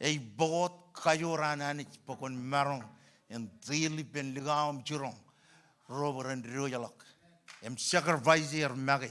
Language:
Marshallese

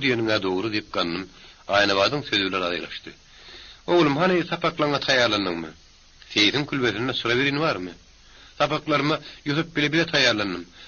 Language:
Turkmen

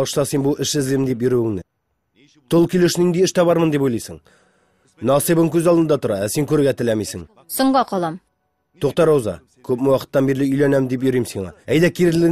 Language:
Tatar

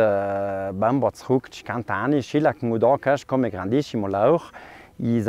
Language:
Ladin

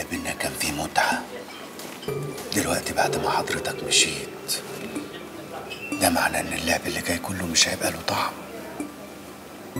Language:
Egyptian Arabic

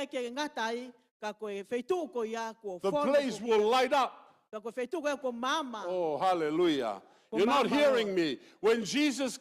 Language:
Tongan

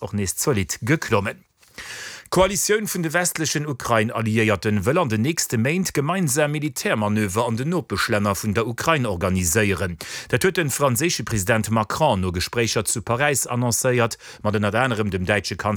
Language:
Luxembourgish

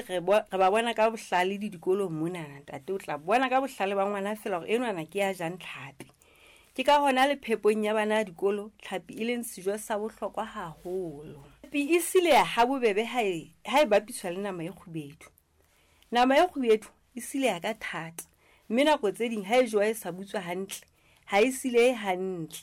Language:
Southern Sotho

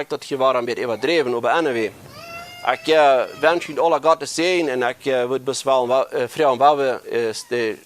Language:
Plautdietsch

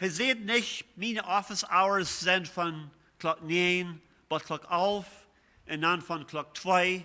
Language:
Plautdietsch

